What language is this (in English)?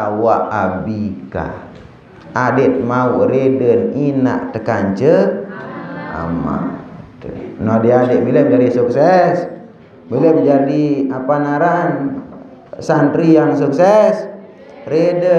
Sasak